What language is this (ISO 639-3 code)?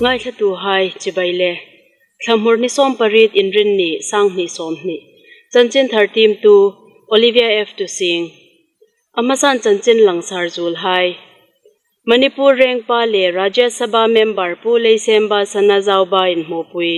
hmr